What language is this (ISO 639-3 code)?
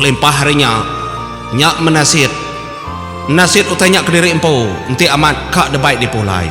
iba